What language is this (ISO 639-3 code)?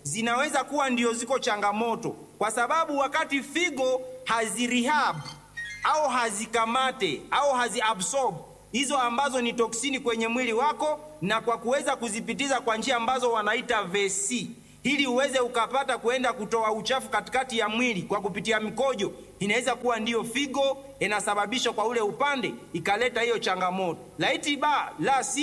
swa